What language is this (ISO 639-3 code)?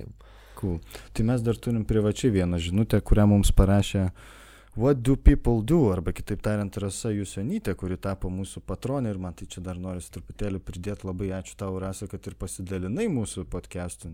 lit